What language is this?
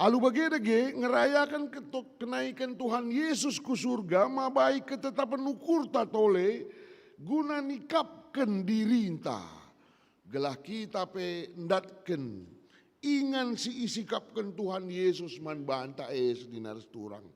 Batak Karo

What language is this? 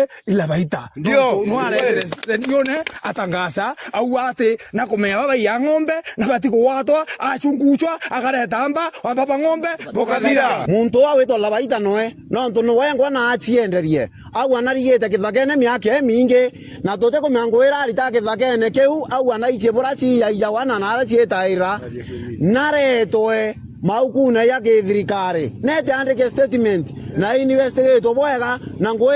Meru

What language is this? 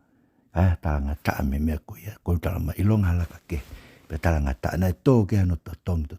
Tongan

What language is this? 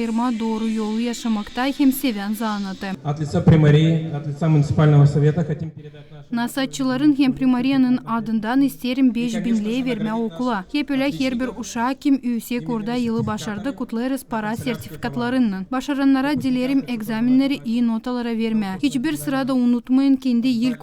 Gagauz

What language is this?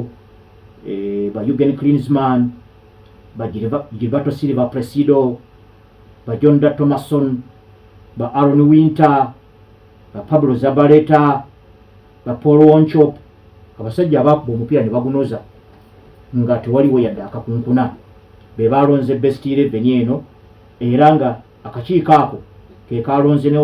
Ganda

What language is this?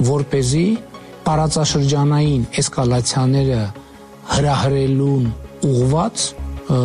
Armenian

